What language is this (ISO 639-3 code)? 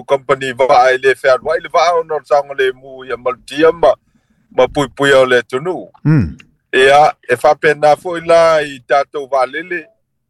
smo